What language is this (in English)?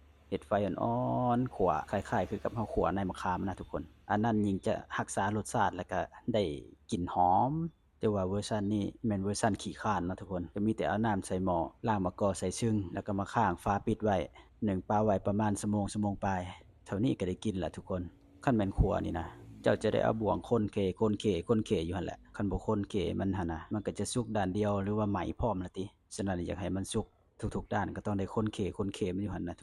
Lao